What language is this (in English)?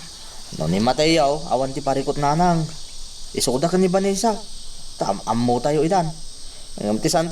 Iloko